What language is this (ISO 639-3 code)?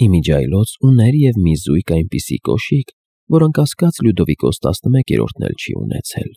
hye